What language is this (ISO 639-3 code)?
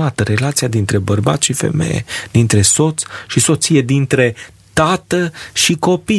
ron